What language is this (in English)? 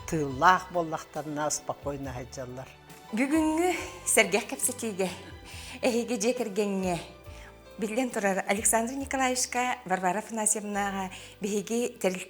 Yakut